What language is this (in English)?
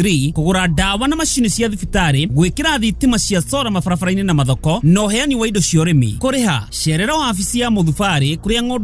Kikuyu